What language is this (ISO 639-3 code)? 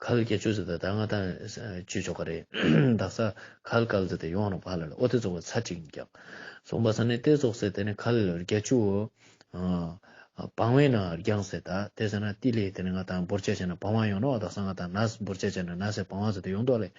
lbj